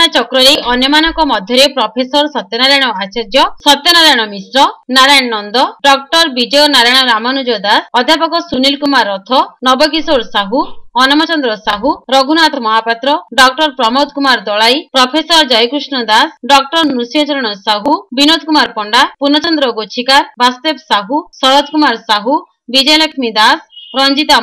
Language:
Odia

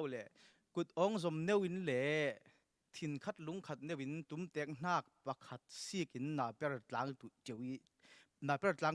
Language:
Falam Chin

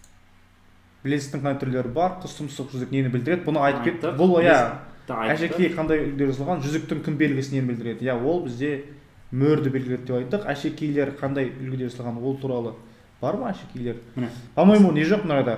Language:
Kazakh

